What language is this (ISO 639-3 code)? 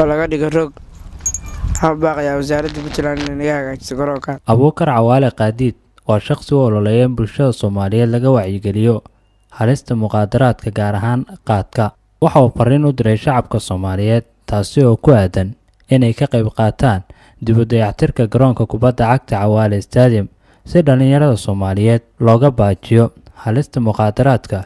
som